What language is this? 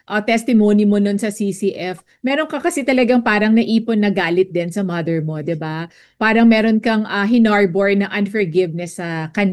Filipino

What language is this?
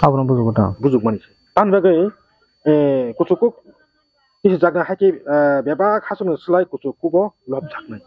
Kok Borok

